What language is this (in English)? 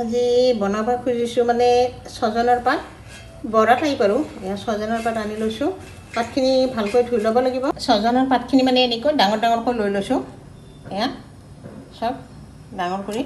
Assamese